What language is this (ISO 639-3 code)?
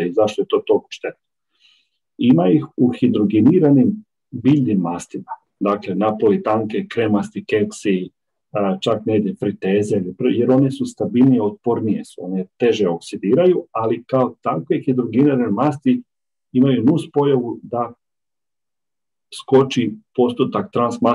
hrv